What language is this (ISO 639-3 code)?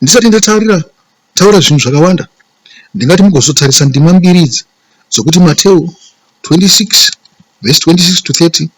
sna